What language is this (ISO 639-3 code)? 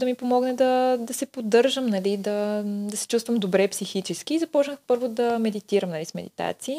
bul